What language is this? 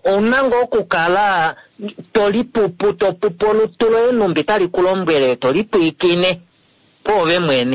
Kuanyama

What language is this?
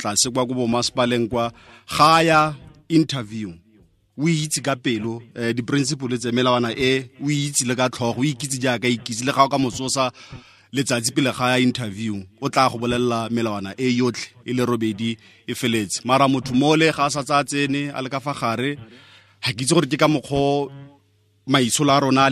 Tswana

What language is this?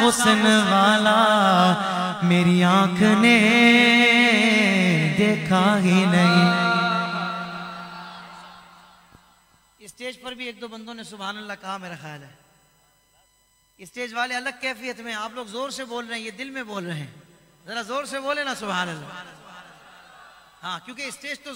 Urdu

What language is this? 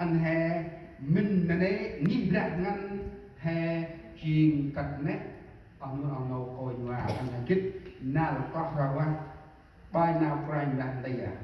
Central Mnong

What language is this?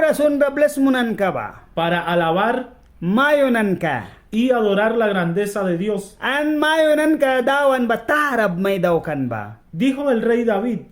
Mískito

